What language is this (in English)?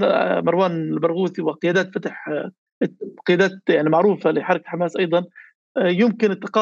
North Levantine Arabic